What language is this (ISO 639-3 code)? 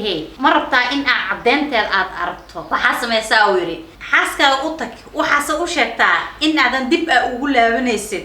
som